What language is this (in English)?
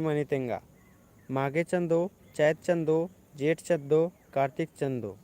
Kurukh